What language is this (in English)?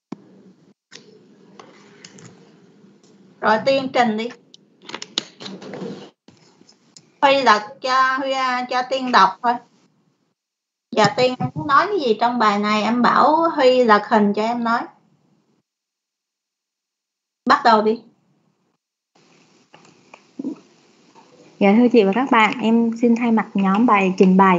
Vietnamese